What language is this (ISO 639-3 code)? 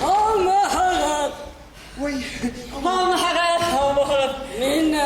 bak